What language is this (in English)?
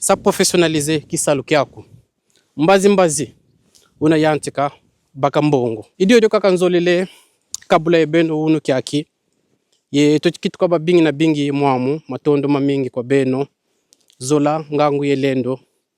Kongo